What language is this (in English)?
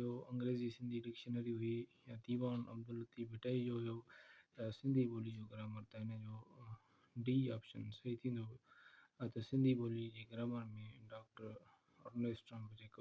Sindhi